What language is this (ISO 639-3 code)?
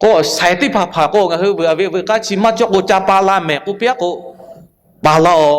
lhu